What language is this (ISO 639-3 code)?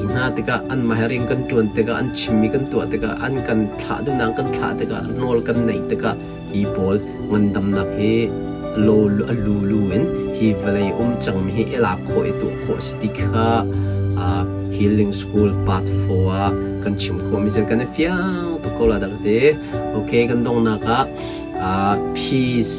cnh